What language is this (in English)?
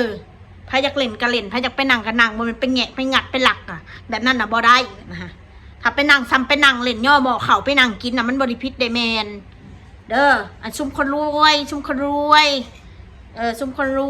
Northeastern Thai